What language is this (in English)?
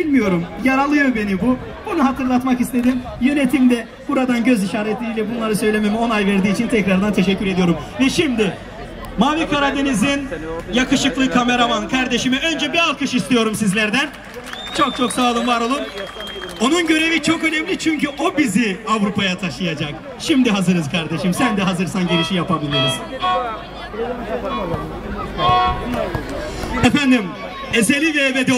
Turkish